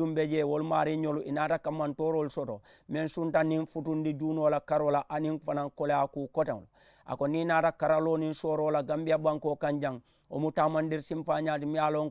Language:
Mandingo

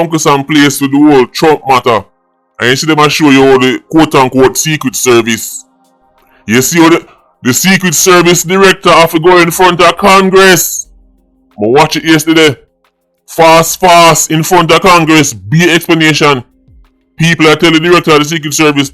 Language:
Jamaican Creole English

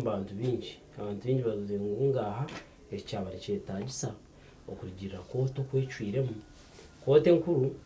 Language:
Nyankole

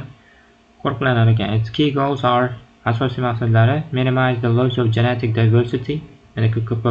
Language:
Uzbek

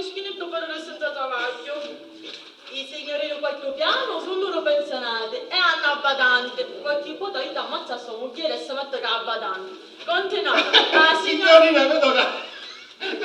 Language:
Sicilian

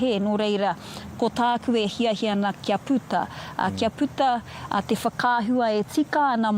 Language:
Māori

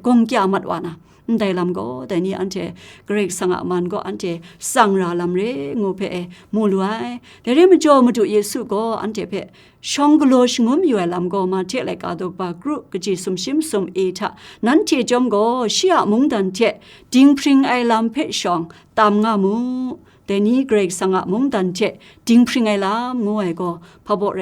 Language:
Kachin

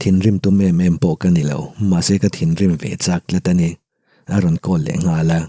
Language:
Mizo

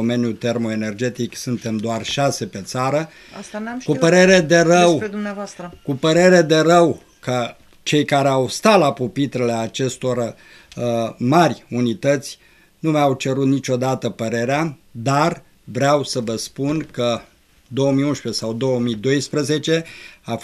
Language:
Romanian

